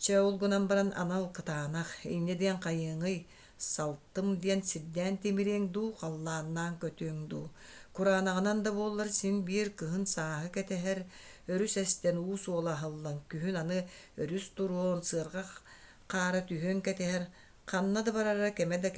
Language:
Yakut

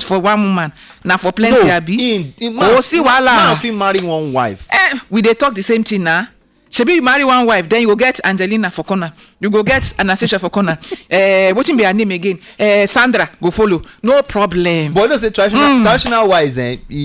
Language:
Nigerian Pidgin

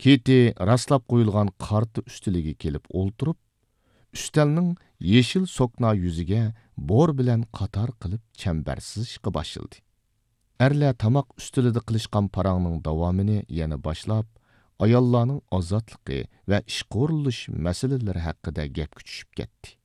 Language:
Uyghur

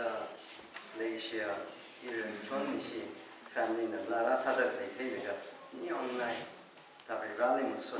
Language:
Tangkhul Naga (India)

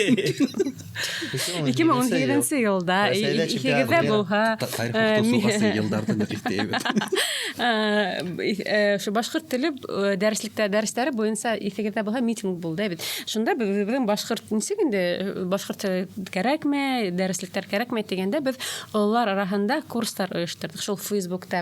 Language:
Bashkir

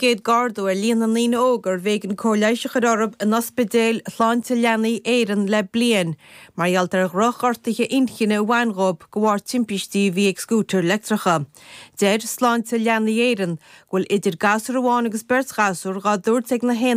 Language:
Irish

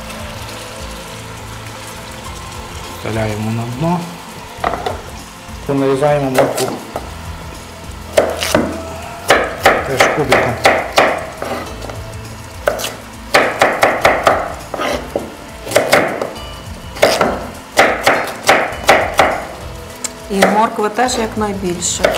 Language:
Ukrainian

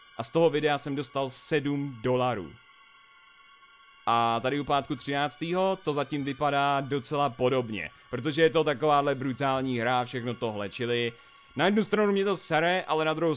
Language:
Czech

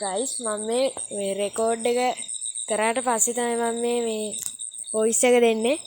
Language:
Sinhala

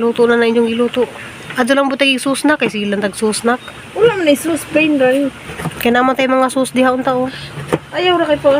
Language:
Cebuano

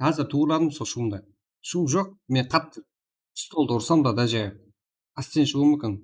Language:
Kara-Kalpak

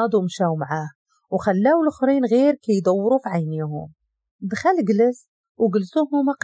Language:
Moroccan Arabic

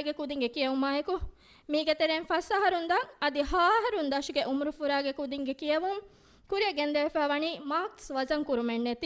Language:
Divehi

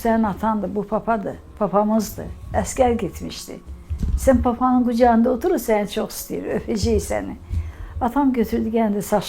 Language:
Azerbaijani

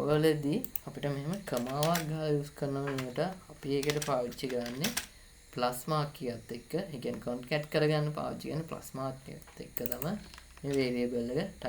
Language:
Sinhala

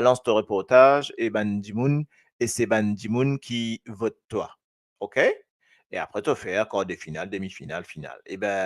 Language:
Morisyen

